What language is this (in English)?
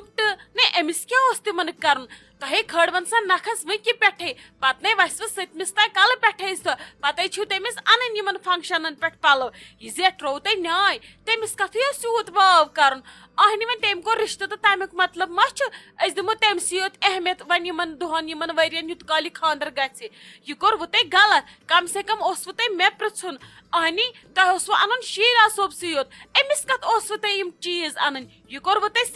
Kashmiri